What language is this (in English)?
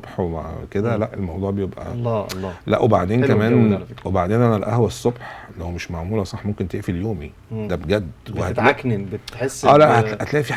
Egyptian Arabic